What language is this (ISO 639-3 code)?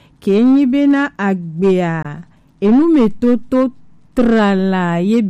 gej